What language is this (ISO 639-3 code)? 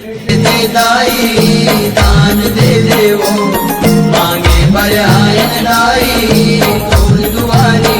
hne